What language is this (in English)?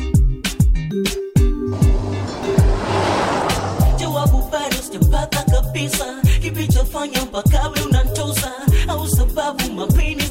Swahili